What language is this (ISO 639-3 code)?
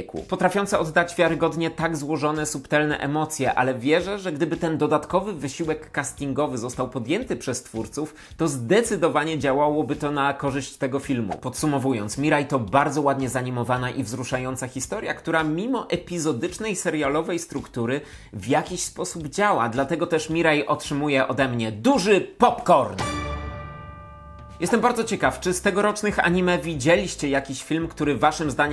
pol